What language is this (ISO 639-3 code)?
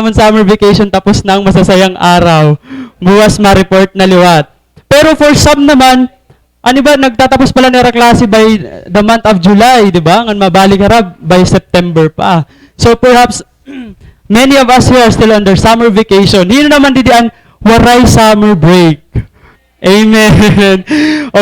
war